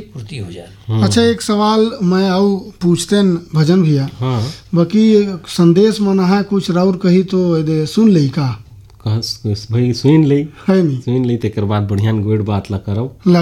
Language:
Bhojpuri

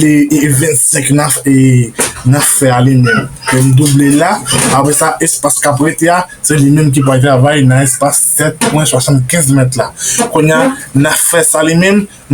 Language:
Haitian Creole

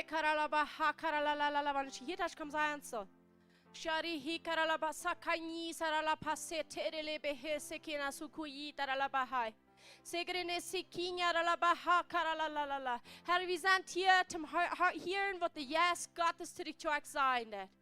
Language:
Plautdietsch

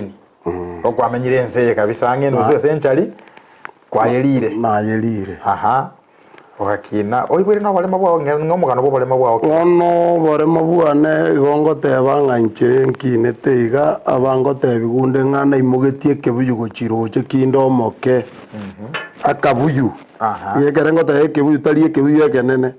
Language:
Gusii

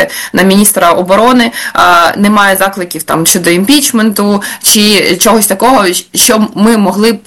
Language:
Ukrainian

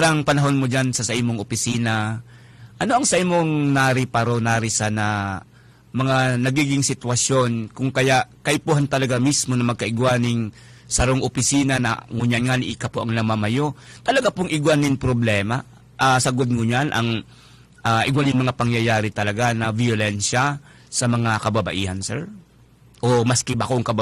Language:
Bikol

